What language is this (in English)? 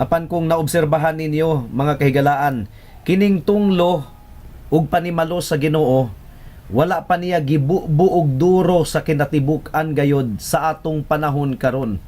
Cebuano